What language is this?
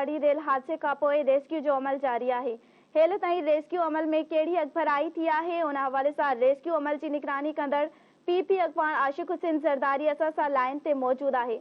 Sindhi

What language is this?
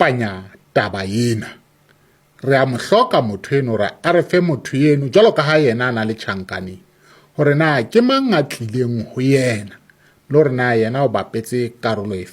Southern Sotho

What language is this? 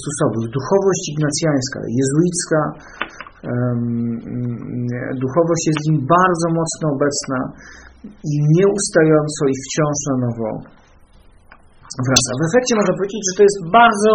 Polish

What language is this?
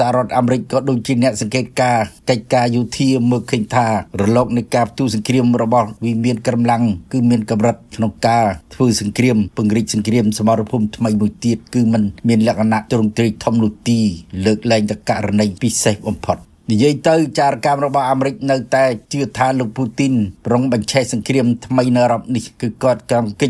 Khmer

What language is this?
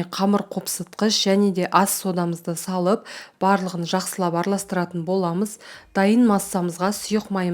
Kazakh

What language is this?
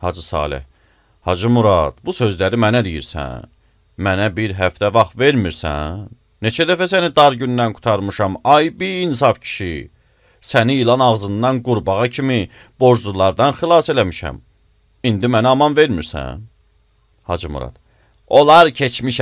Azerbaijani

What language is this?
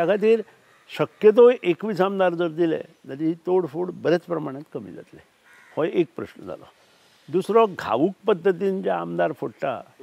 Konkani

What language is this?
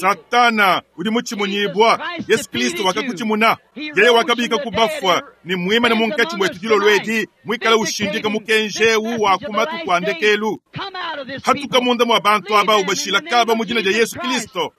Luba-Lulua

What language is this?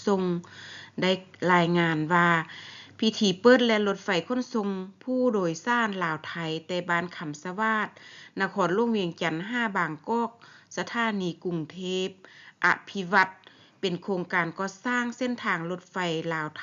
Lao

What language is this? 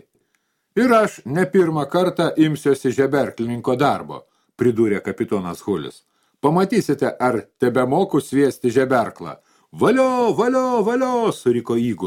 Lithuanian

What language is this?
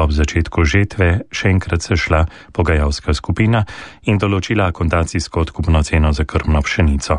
Slovenian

